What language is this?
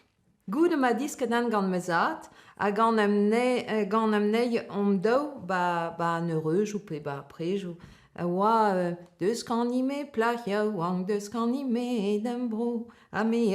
Breton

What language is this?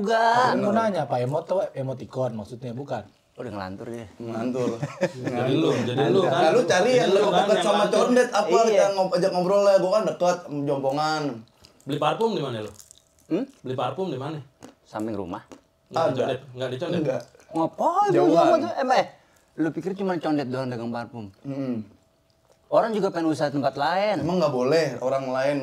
Betawi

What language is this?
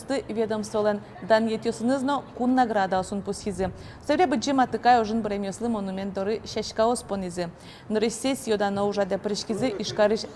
Udmurt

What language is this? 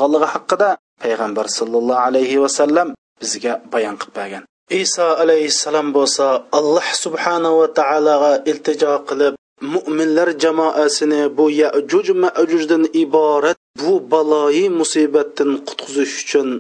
Uyghur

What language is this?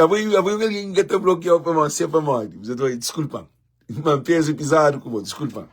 Kabuverdianu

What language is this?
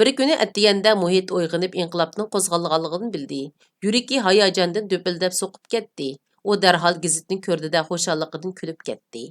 Uyghur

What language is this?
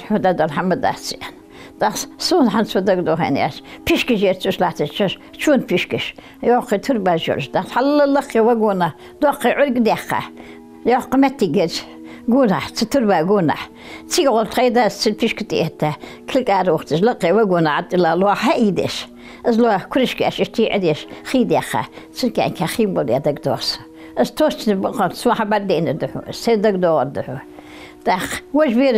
Ingush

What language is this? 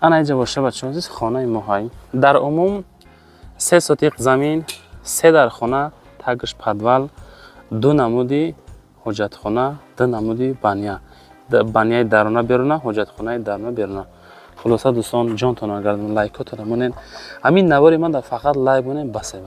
Tajik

